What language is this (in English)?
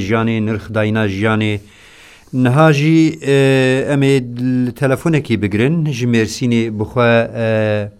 Kurdish